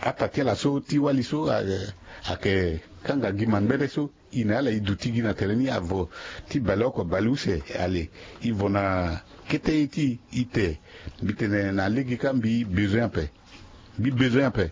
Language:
Sango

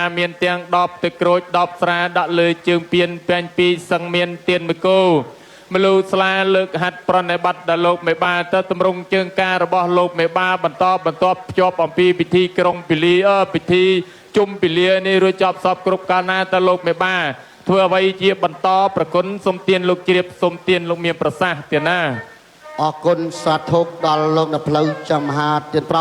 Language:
Khmer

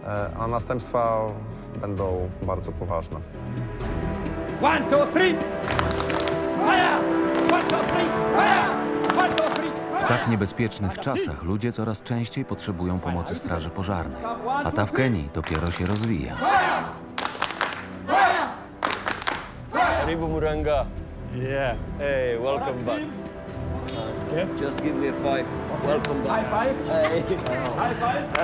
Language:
Polish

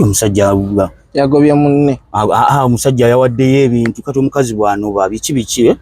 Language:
Ganda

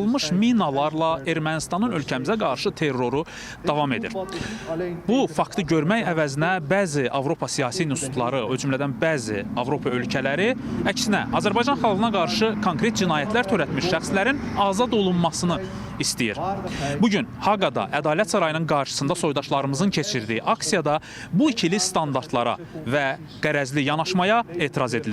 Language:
Azerbaijani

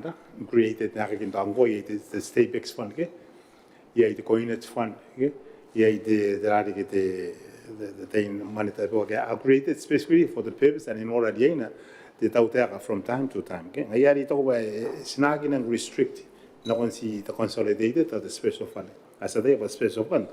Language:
Gilbertese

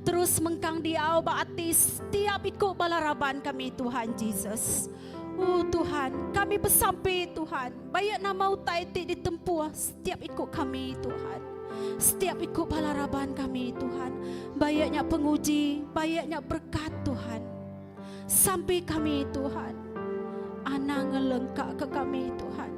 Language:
Iban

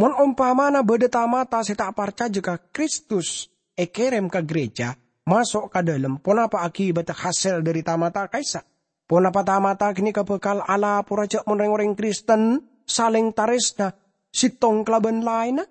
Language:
Madurese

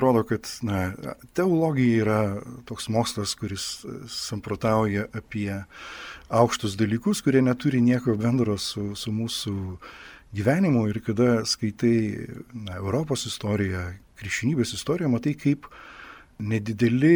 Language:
Lithuanian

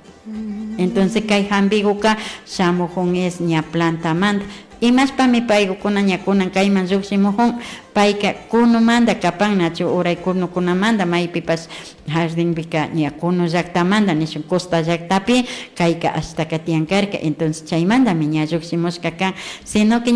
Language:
Imbabura Highland Quichua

